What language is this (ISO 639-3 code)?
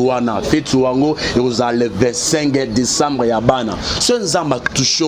lin